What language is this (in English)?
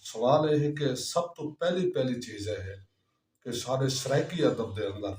Saraiki